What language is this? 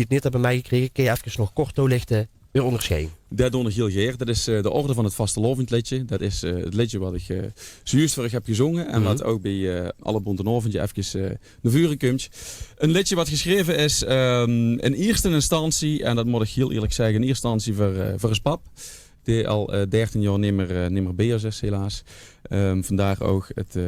Limburgish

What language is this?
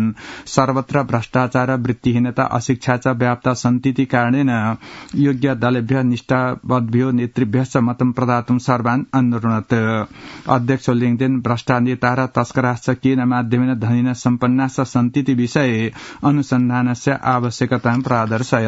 Sanskrit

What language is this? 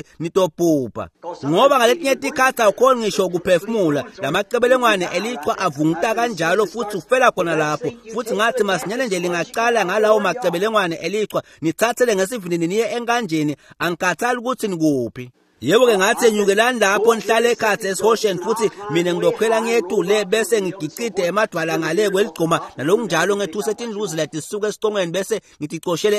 Swati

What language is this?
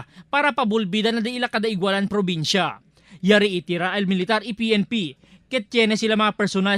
Chavacano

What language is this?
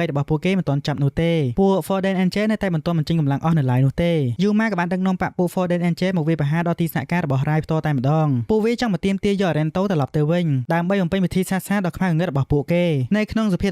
Khmer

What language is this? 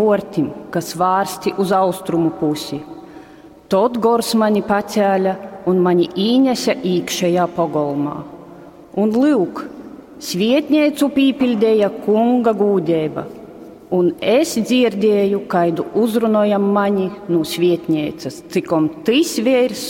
Latgalian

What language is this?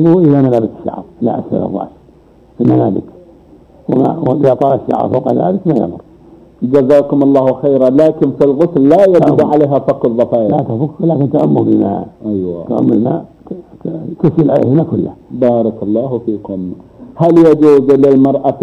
Arabic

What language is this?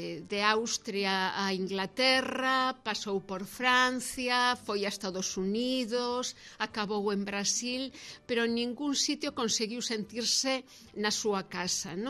Galician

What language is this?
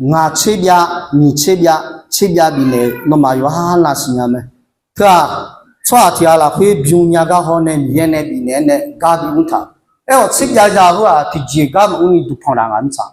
Akha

